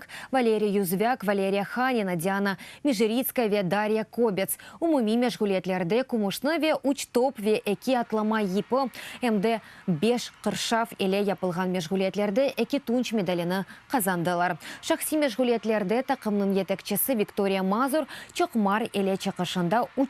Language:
Crimean Tatar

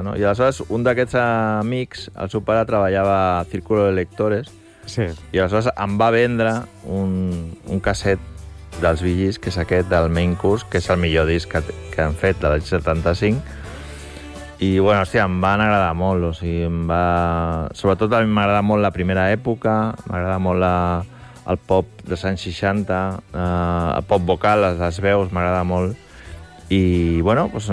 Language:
Catalan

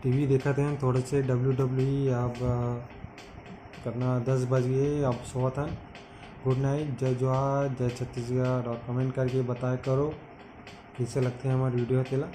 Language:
Chhattisgarhi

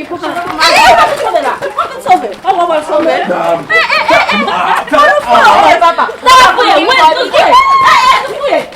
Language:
Haitian Creole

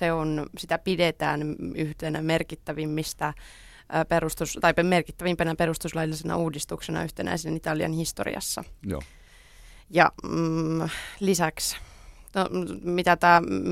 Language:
Finnish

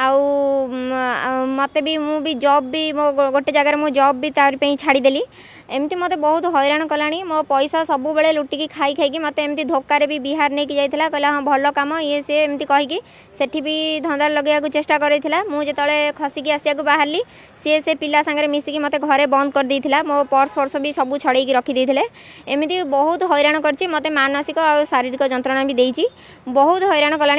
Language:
Odia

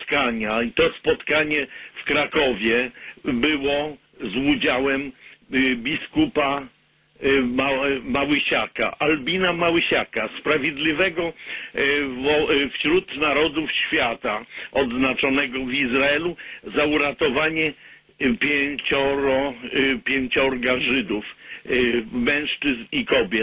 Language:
Polish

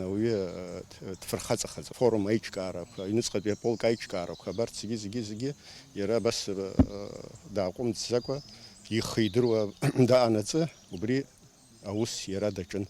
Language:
Abkhazian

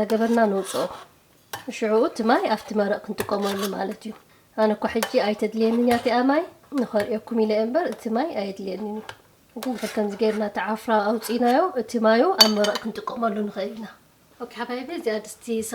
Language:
Tigrinya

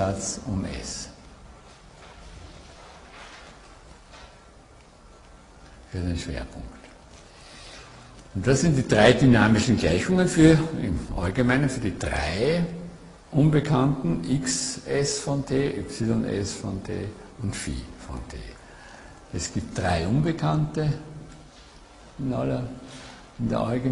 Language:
German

